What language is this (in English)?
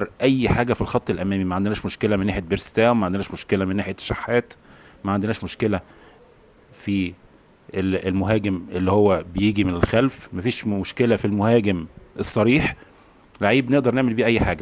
Egyptian Arabic